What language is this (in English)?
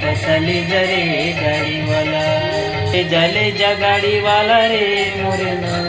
Chhattisgarhi